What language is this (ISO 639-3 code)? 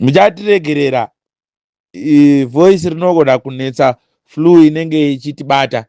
sna